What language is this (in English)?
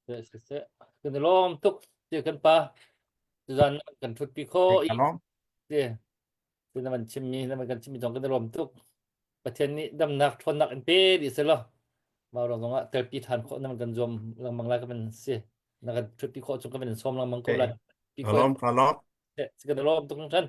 Hakha Chin